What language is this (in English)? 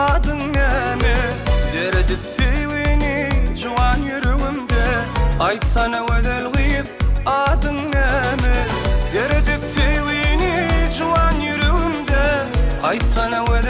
Turkmen